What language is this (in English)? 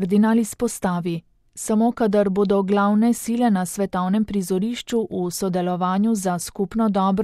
Slovenian